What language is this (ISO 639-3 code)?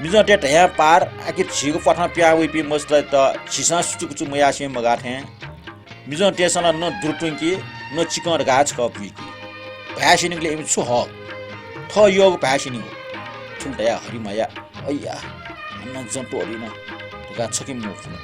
new